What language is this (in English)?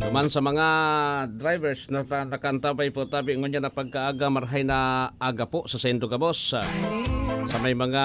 Bikol